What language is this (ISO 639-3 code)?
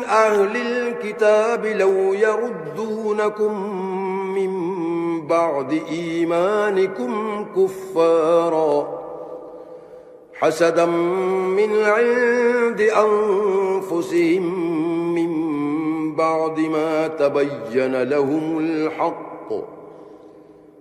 ara